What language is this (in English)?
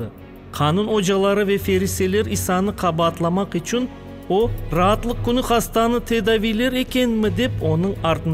Crimean Tatar